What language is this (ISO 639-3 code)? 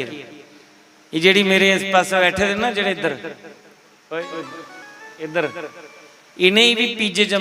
doi